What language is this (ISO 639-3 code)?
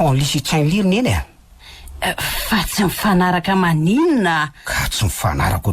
mlg